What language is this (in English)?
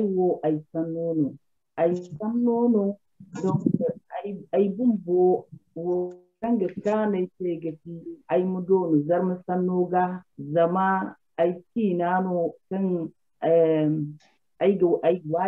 Zarma